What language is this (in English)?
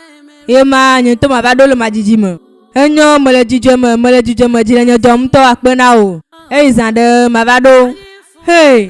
Ewe